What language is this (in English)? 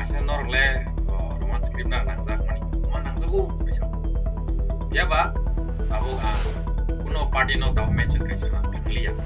Kok Borok